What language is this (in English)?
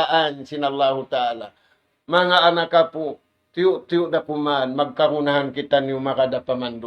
Tausug